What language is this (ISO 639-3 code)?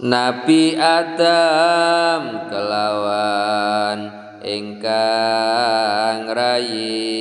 jav